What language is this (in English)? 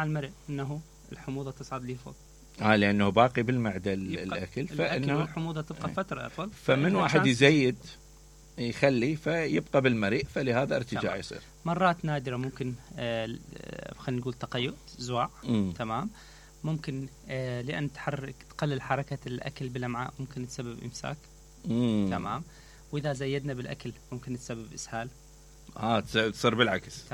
Mesopotamian Arabic